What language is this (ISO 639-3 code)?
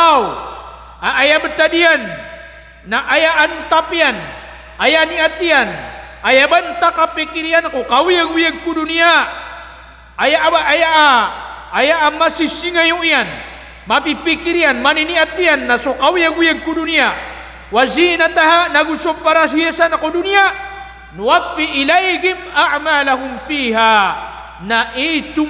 mrw